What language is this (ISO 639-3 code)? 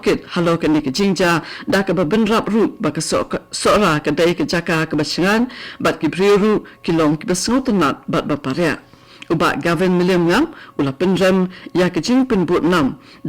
kha